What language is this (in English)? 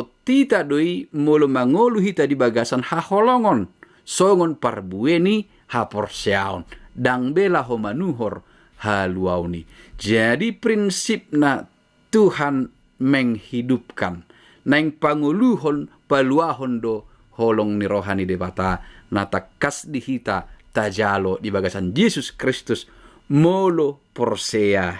Batak Toba